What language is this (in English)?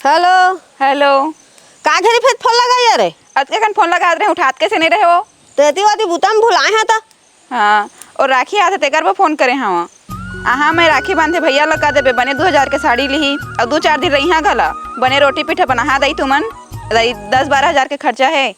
Chhattisgarhi